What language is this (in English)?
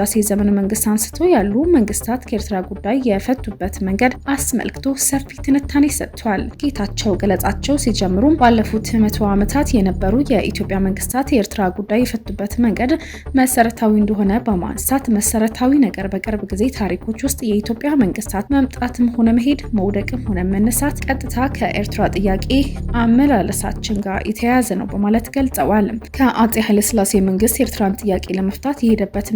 Amharic